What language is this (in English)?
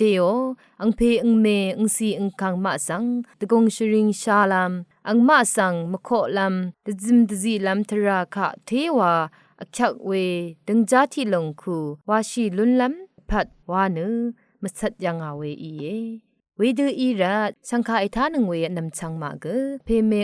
Rawang